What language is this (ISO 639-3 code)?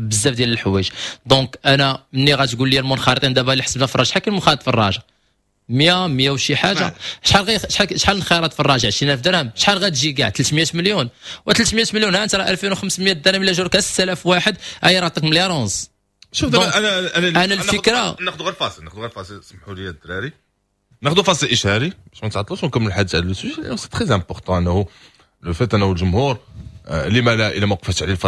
ary